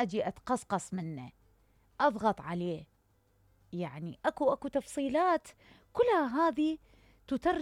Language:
Mesopotamian Arabic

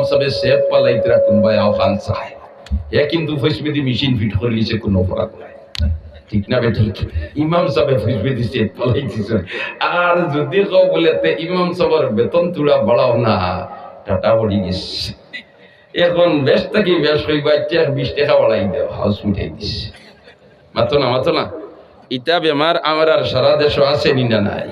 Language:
Sylheti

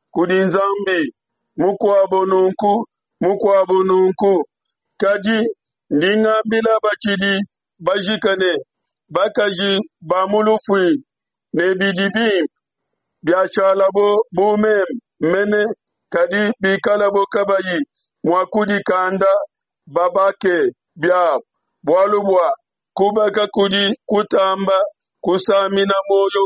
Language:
Luba-Lulua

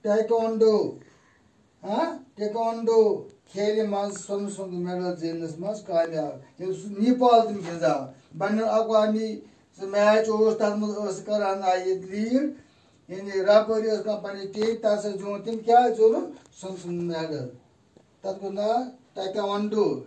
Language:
Kashmiri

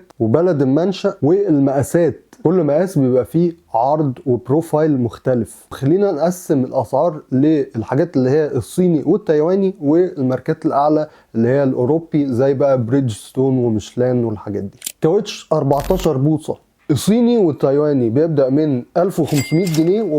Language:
Egyptian Arabic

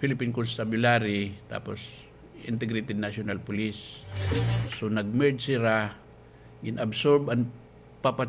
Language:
Waray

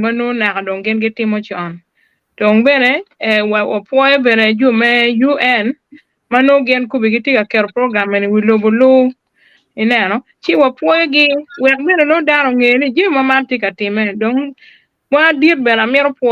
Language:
Acoli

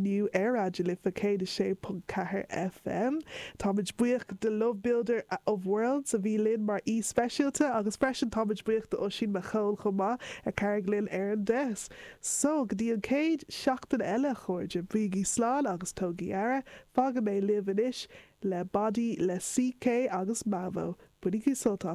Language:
Irish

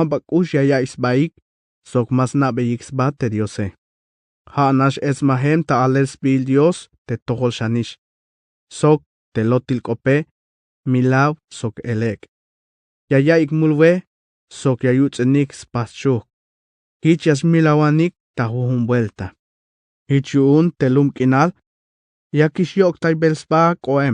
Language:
Tzeltal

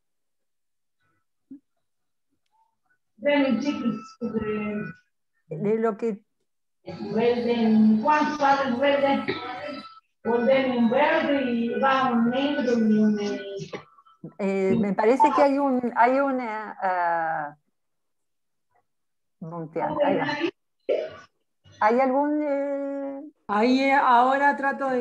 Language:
Spanish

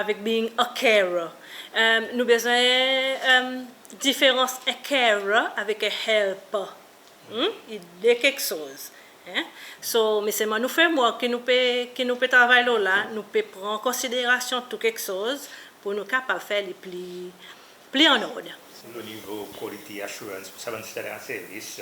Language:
Seselwa Creole French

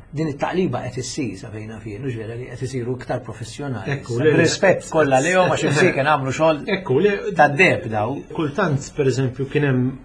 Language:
Maltese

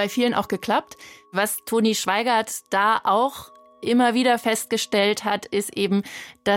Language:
German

